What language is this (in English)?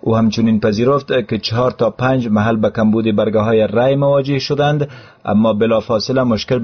Persian